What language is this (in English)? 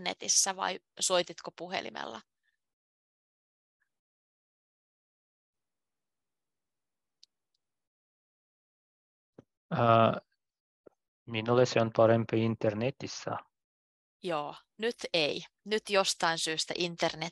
Finnish